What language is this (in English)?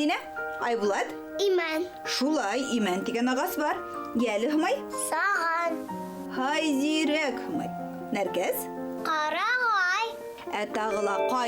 Bashkir